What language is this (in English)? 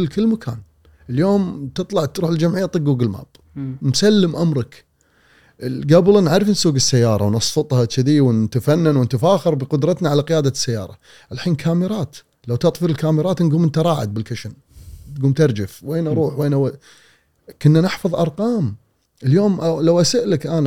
Gulf Arabic